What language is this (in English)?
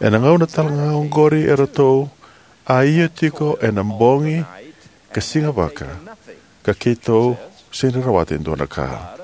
Fijian